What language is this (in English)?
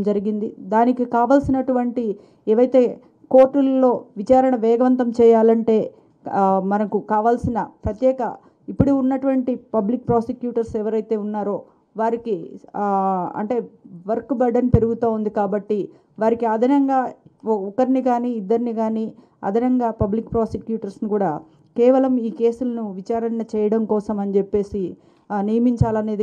Telugu